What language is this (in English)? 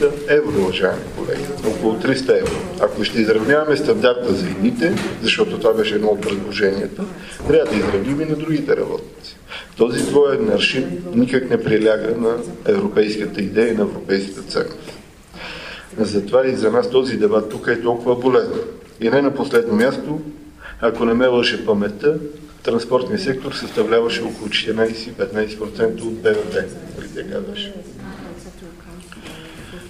Bulgarian